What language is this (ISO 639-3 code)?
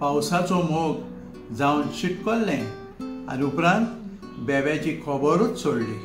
kok